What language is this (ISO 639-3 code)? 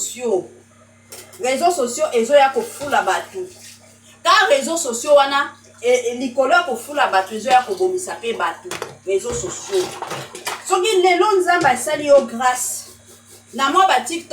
lin